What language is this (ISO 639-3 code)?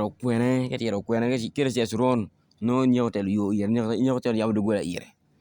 ach